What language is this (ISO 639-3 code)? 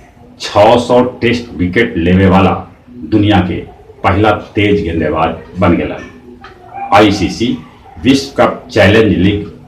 mag